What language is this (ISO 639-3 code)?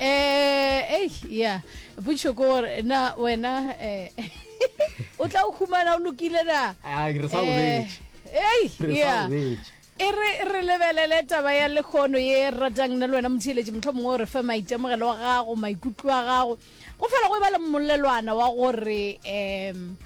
nso